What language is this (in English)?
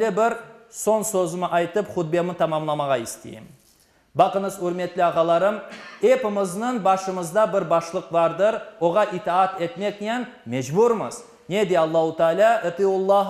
Crimean Tatar